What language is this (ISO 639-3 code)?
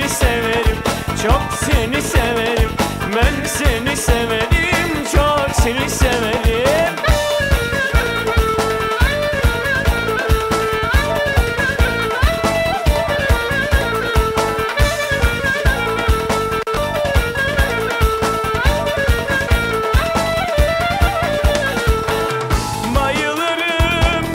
tur